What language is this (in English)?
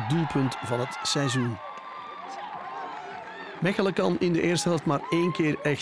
Dutch